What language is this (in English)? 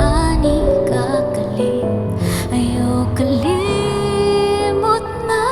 Cebuano